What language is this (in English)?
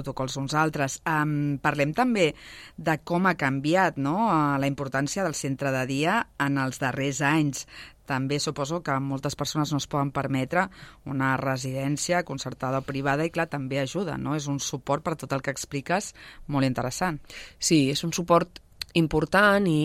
Catalan